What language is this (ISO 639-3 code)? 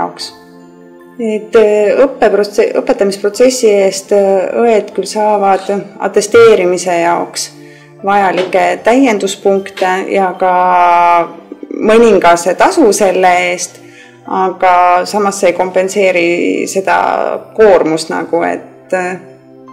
est